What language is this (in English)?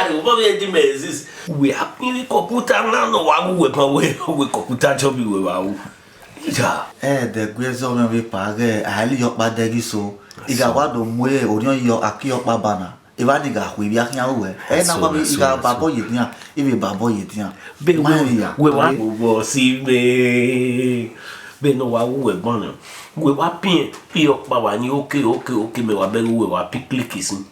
Bini